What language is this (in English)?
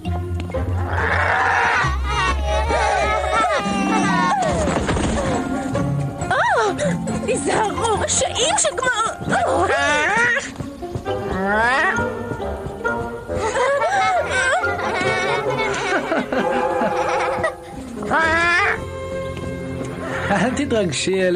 Hebrew